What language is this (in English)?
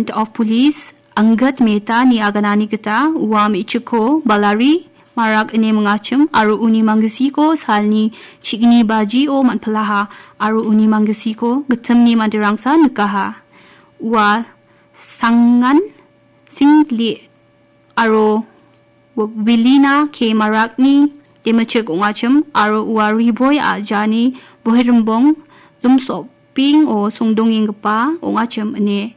Garo